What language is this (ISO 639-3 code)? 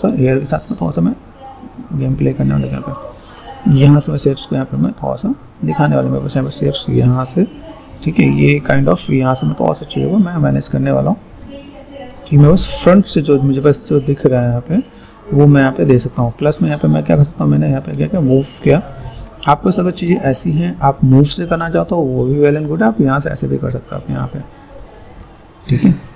hin